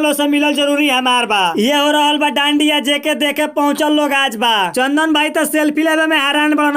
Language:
Bhojpuri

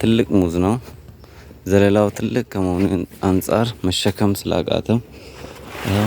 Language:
Amharic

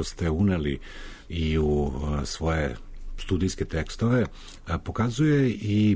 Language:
Serbian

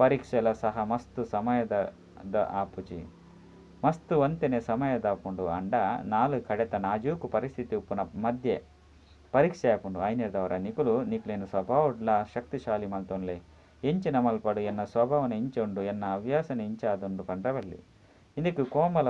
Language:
Tulu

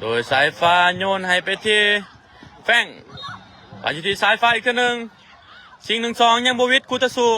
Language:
Lao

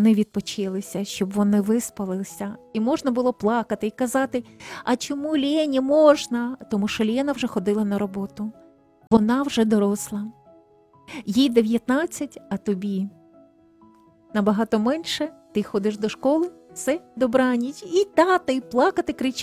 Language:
Ukrainian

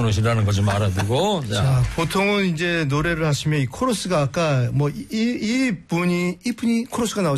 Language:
Korean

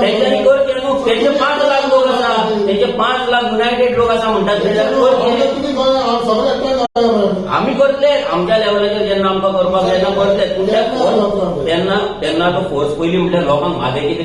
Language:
Konkani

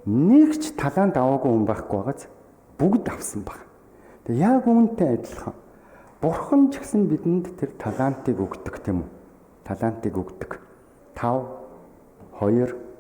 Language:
Mongolian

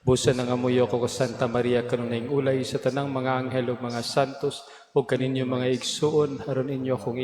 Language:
Cebuano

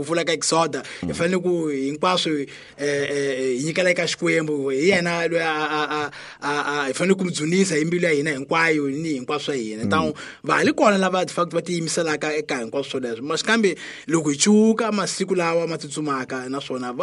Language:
Tsonga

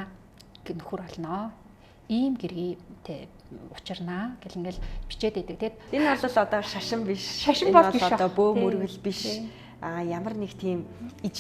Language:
Mongolian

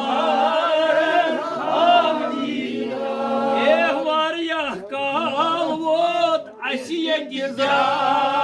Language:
Kashmiri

